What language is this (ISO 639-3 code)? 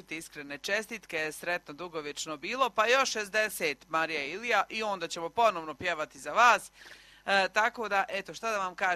hrv